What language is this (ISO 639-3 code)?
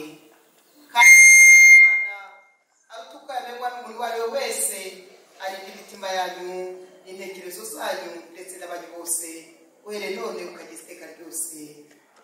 kin